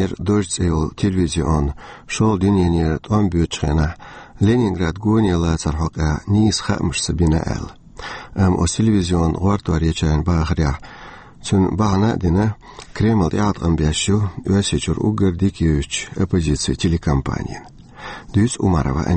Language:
Chechen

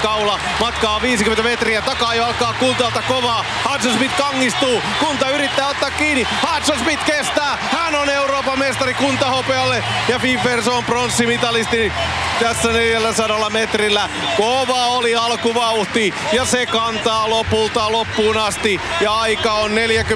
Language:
Finnish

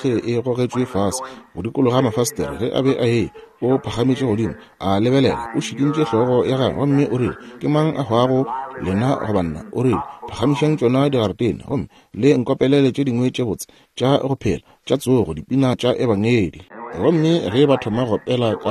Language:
Northern Sotho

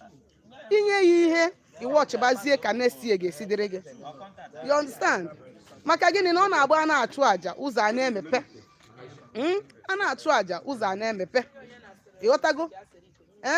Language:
Igbo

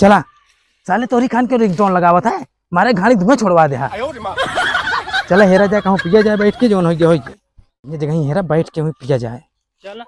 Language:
Awadhi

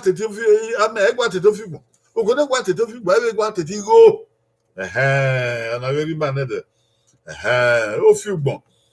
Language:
Bini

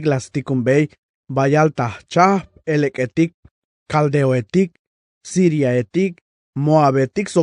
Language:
Tzeltal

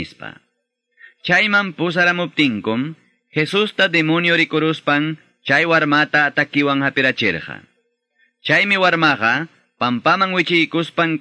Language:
Quechua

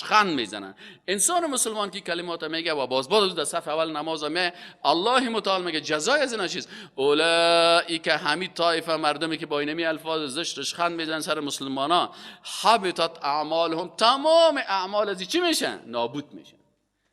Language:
Persian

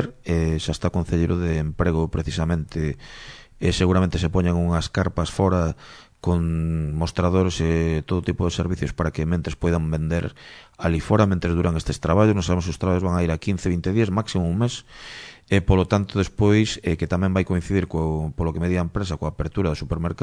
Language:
Galician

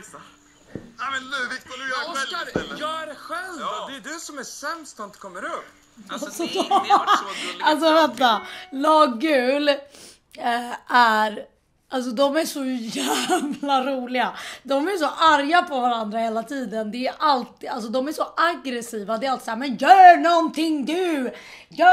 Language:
Swedish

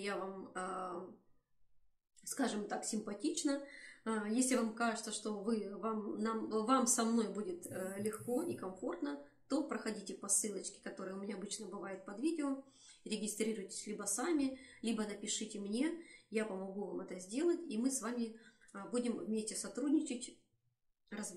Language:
Russian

